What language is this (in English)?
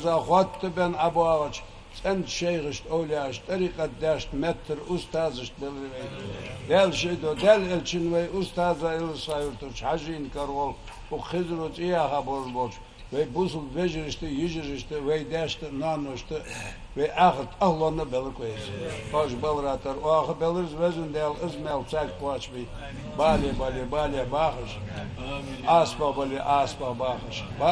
Ingush